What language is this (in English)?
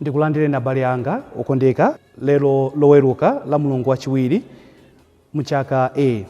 Nyanja